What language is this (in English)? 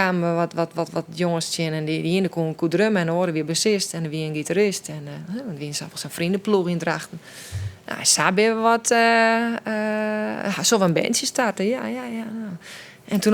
Western Frisian